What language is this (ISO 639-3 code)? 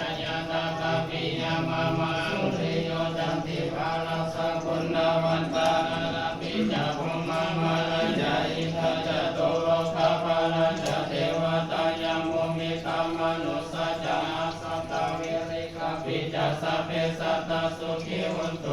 pli